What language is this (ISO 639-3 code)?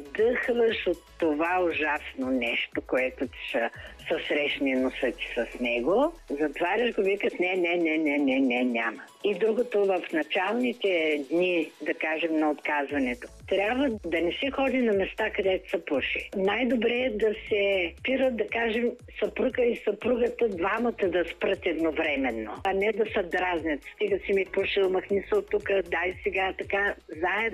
bul